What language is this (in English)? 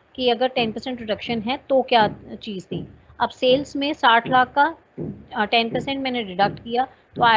Hindi